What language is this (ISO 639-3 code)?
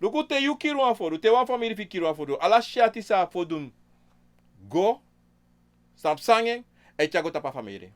srn